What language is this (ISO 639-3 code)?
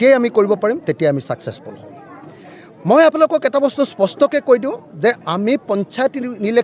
asm